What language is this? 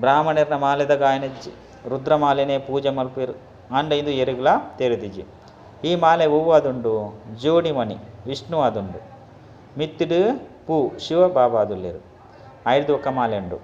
Tulu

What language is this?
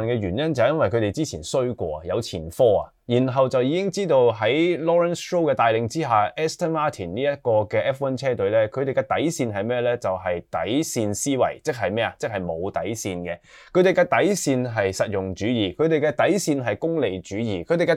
Cantonese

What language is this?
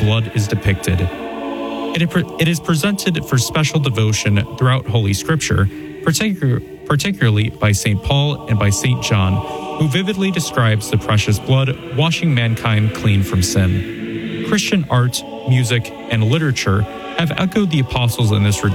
English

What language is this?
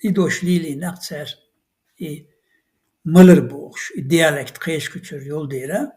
Chechen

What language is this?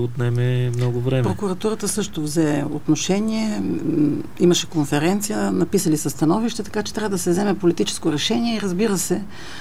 Bulgarian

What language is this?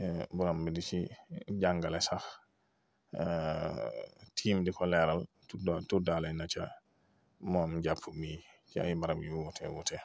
Wolof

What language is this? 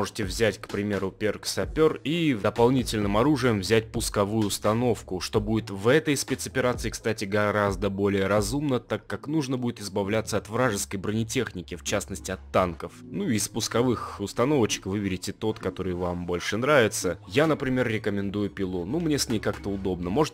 Russian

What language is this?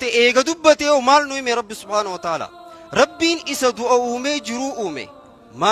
Oromo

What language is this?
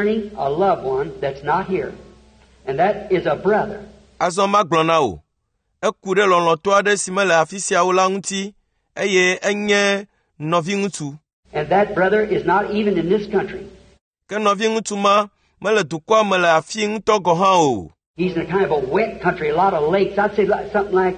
Ewe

